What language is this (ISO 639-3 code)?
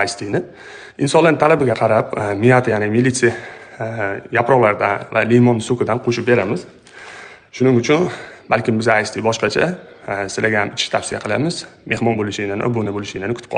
uzb